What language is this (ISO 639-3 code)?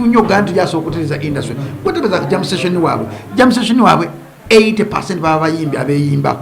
lug